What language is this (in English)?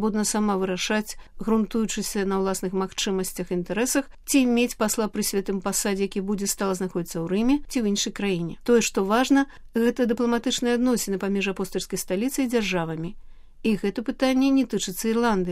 Belarusian